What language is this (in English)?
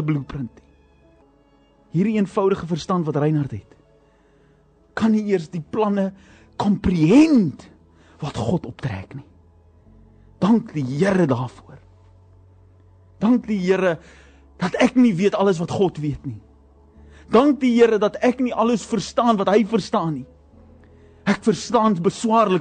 Afrikaans